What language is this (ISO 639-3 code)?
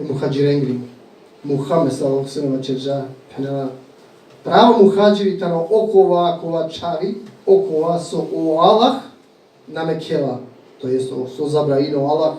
rmn